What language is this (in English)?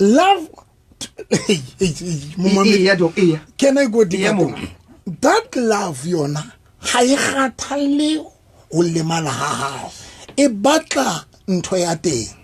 Southern Sotho